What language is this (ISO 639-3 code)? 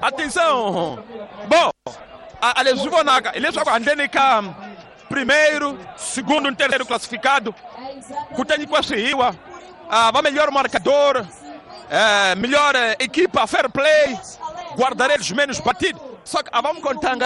tso